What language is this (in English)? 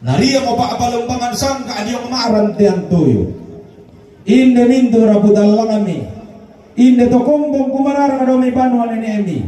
Toraja-Sa'dan